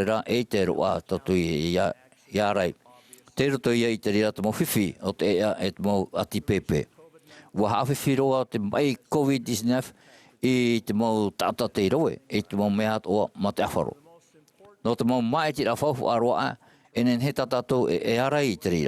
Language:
Tahitian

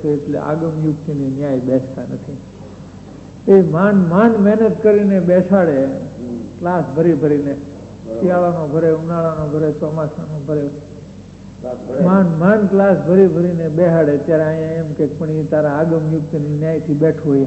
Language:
Gujarati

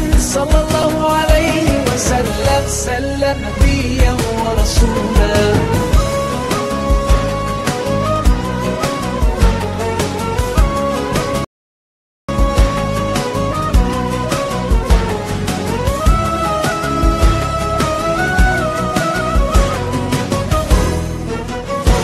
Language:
Arabic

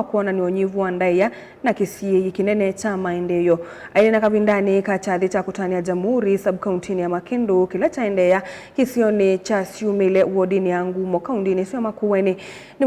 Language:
Kamba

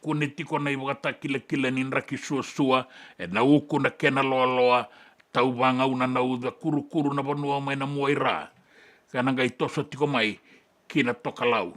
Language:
Fijian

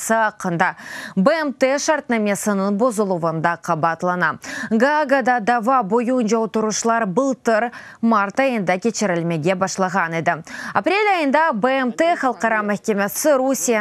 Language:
Crimean Tatar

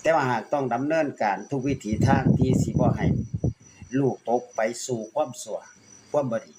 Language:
Northeastern Thai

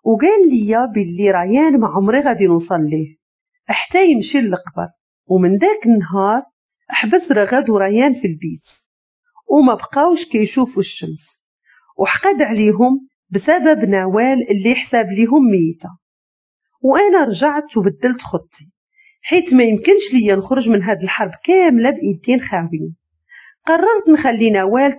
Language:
Moroccan Arabic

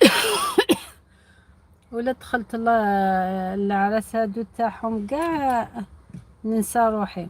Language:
Algerian Arabic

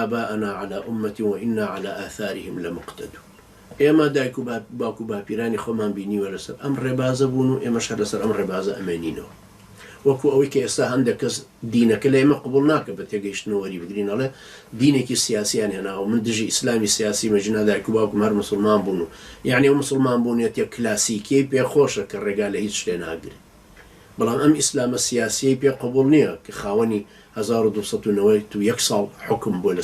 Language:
Central Kurdish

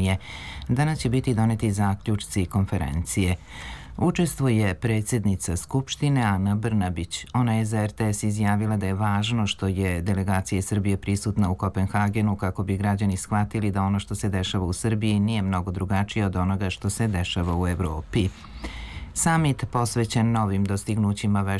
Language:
Serbian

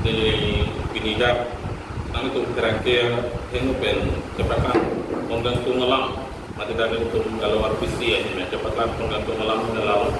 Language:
Karbi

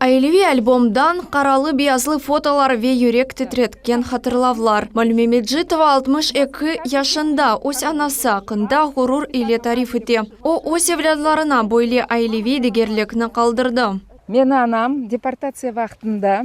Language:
Crimean Tatar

